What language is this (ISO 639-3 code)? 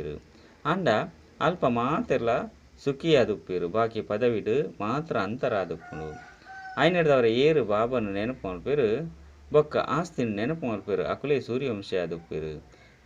tcy